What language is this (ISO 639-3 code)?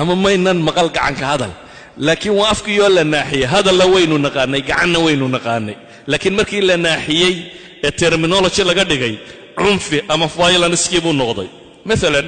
som